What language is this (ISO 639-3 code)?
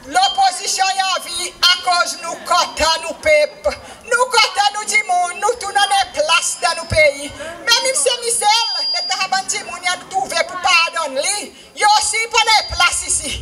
crs